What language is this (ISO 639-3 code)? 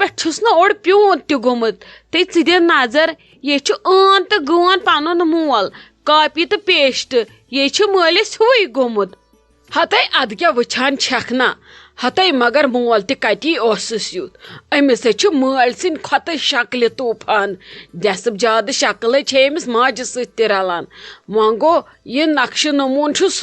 kas